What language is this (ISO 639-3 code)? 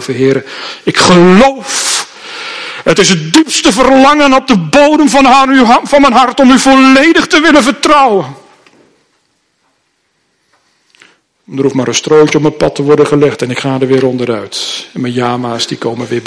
nld